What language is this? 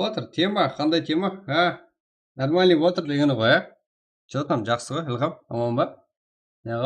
Kara-Kalpak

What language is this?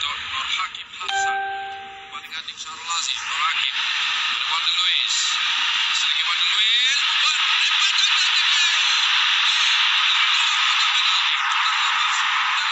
Malay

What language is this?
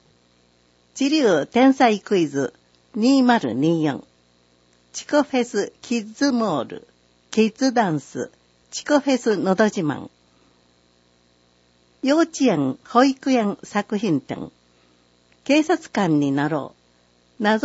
Japanese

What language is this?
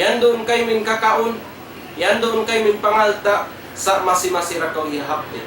Tausug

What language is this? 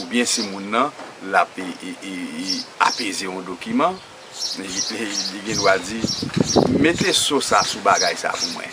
Haitian Creole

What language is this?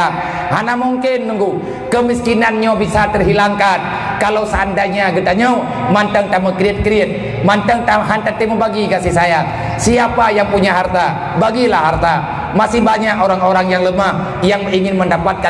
Achinese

